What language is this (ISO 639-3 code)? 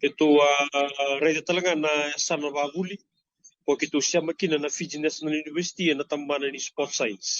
fij